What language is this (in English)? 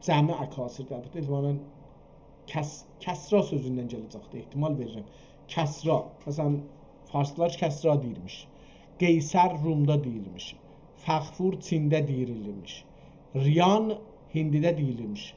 South Azerbaijani